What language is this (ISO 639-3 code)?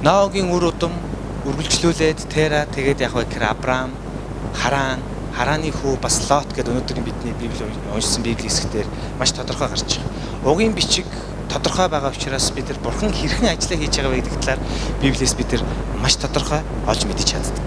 mon